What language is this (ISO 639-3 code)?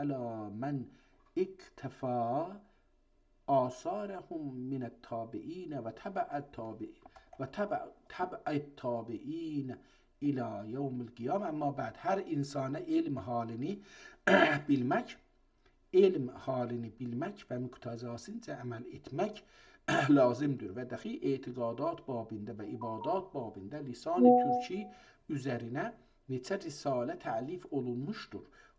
azb